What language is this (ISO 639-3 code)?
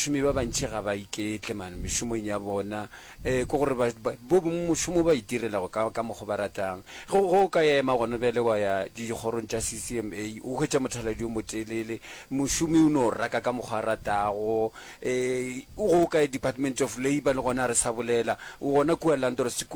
nso